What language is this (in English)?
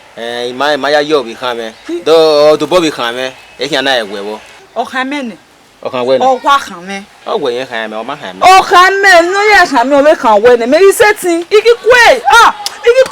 Bini